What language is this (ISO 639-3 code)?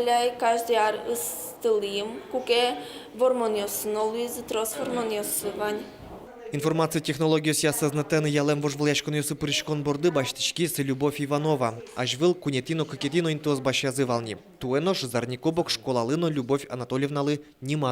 udm